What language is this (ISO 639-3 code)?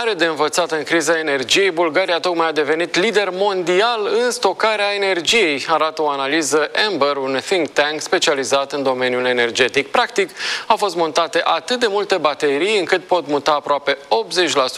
ron